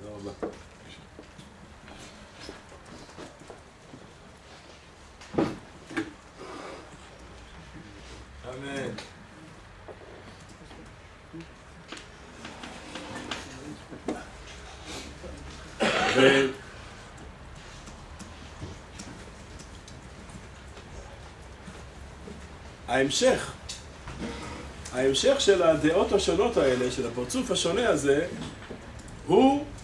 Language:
Hebrew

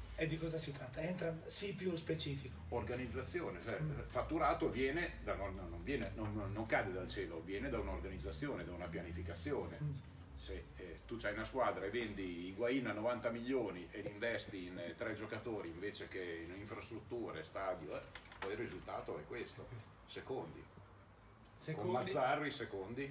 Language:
Italian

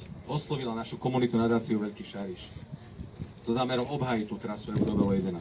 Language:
Slovak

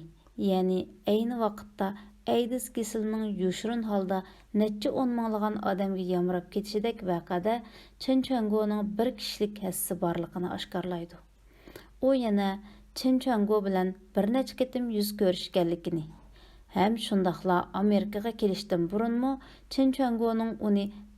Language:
Uyghur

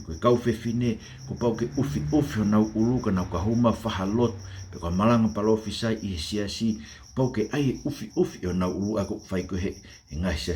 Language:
Tongan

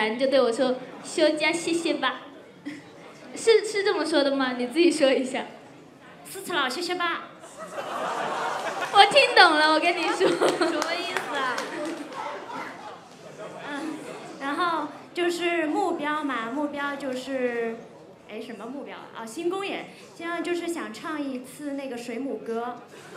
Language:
Chinese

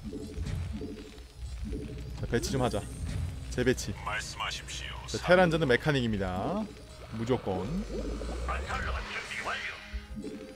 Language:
Korean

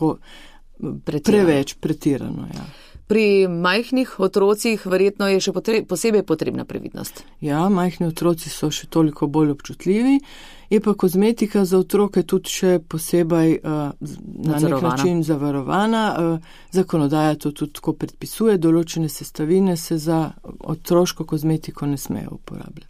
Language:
Slovenian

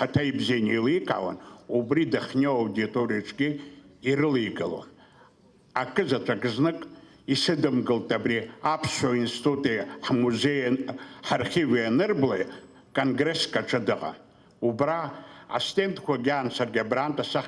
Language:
Abkhazian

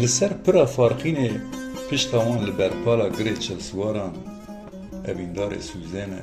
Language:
Kurdish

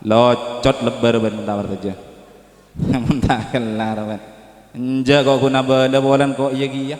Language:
Madurese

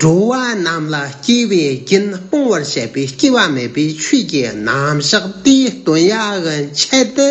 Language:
Tibetan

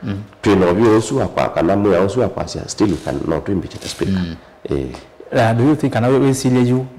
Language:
Kamba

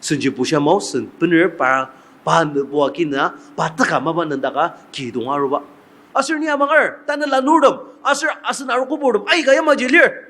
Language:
Ao Naga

